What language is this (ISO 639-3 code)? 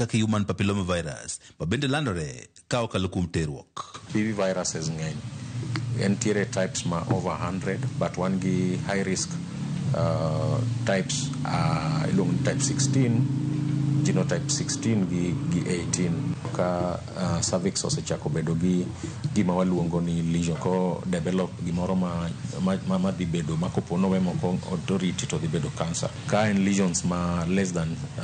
luo